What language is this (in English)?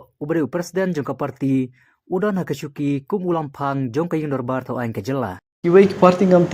Khasi